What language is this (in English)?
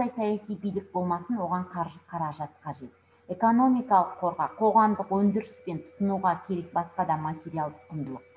Kazakh